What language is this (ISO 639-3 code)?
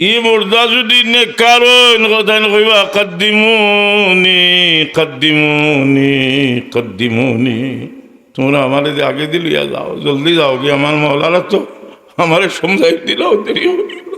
syl